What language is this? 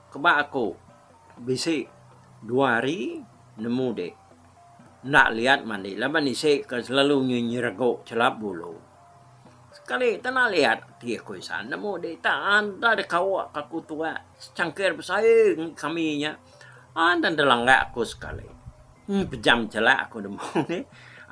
Iban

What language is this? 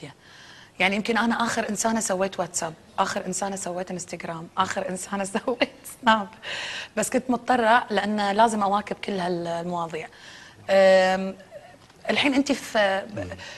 Gulf Arabic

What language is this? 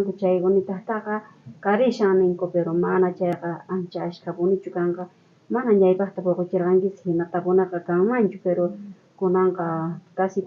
South Bolivian Quechua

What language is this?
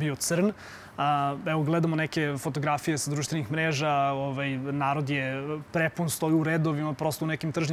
Serbian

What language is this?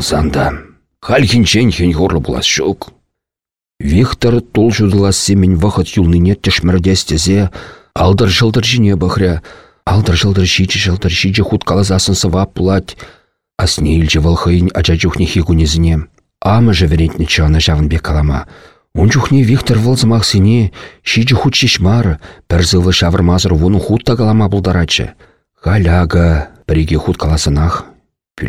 Chuvash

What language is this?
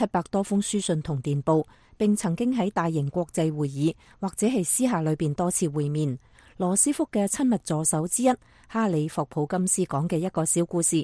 Cantonese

